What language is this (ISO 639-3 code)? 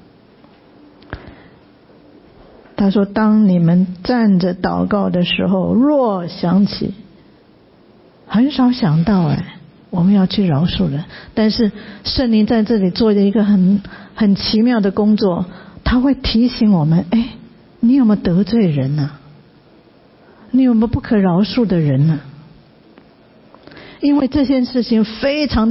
zho